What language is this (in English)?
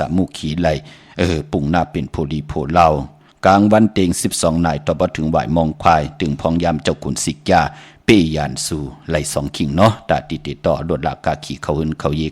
Shan